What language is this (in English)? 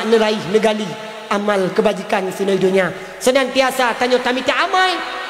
Achinese